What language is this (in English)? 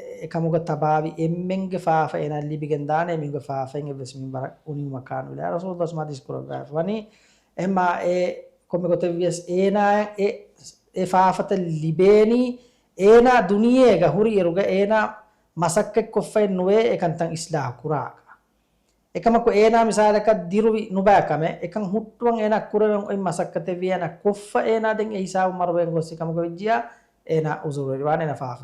Divehi